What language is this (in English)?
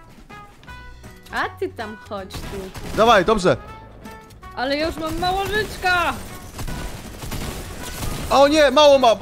Polish